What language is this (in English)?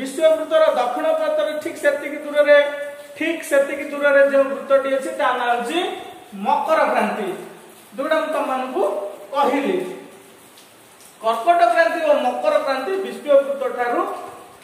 Odia